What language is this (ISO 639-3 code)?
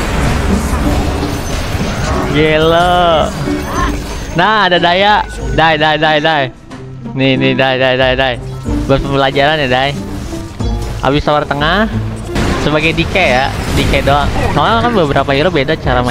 ind